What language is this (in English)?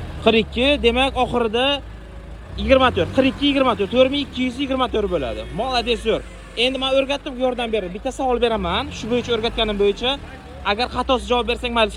Uzbek